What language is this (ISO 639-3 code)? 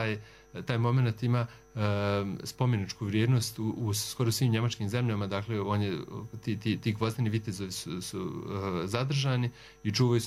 srp